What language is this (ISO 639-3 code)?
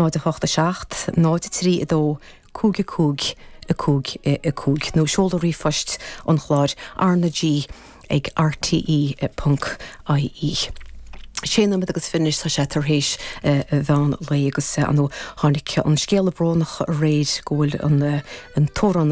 gle